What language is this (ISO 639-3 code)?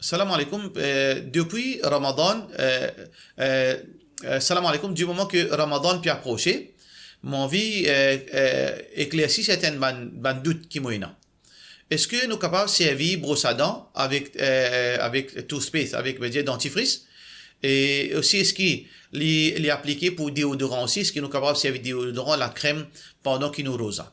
mfe